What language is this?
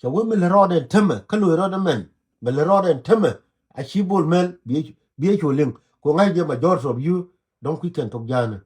Nuer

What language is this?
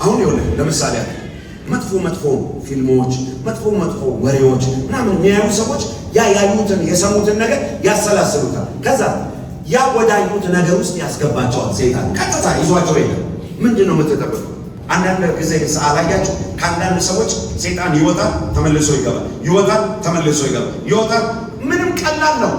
Amharic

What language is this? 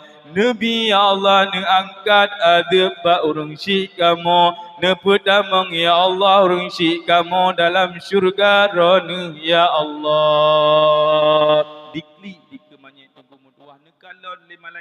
Achinese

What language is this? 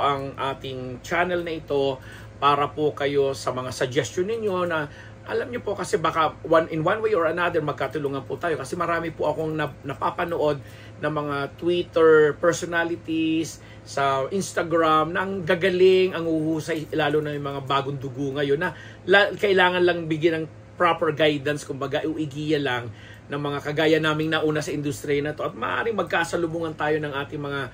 Filipino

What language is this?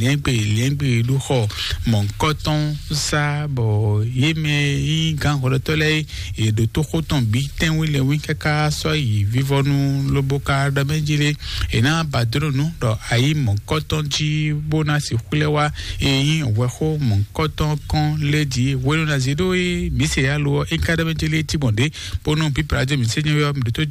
Fon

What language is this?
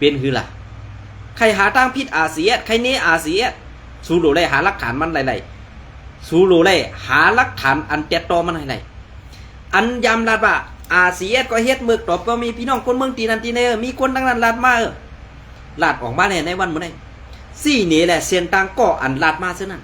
Shan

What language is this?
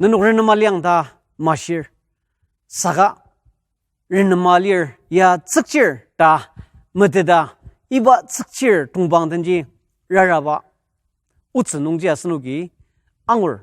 Ao Naga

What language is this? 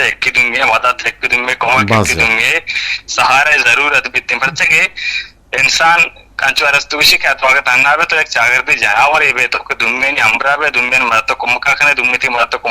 Eastern Balochi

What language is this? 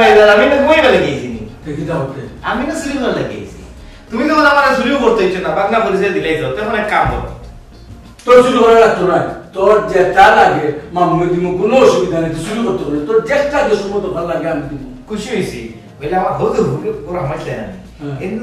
Sylheti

